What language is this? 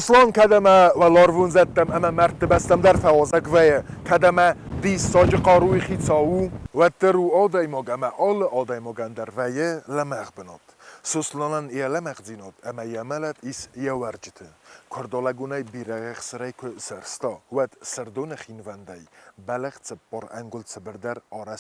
Ossetic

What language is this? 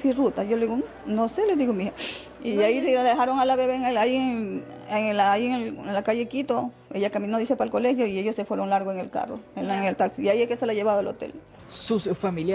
Spanish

